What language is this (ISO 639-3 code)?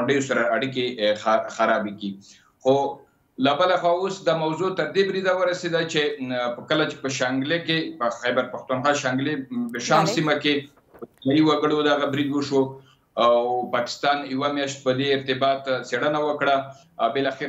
pus